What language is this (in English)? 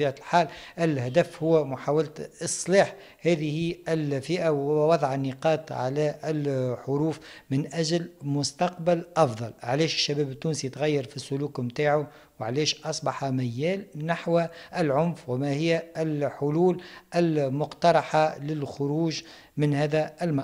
Tunisian Arabic